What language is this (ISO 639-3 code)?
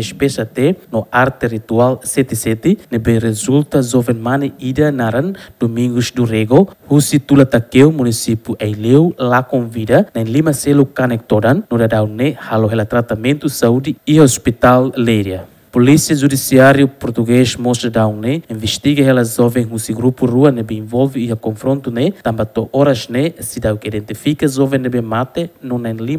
tet